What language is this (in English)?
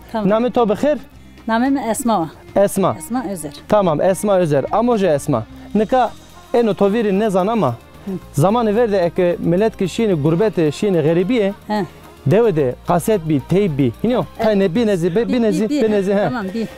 Zaza